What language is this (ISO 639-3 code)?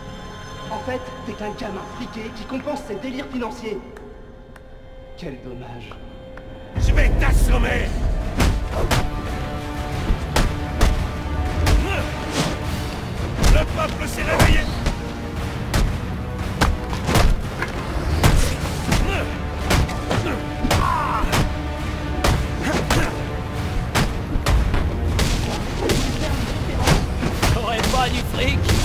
fra